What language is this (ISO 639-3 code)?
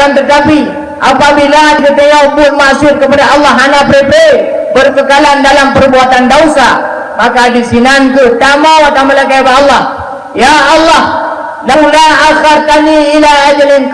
ace